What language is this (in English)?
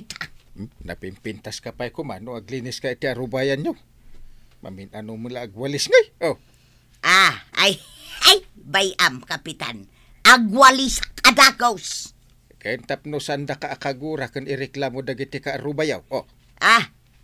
Iloko